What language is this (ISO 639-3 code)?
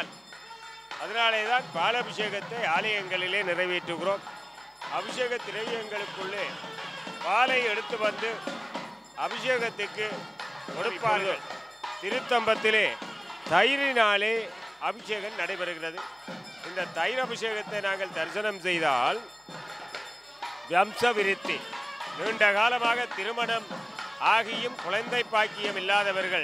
tam